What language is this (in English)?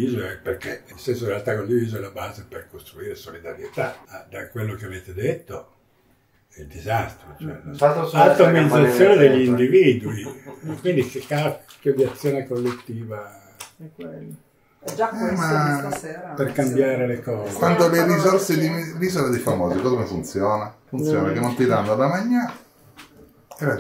Italian